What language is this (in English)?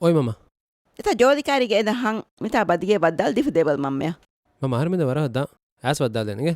Divehi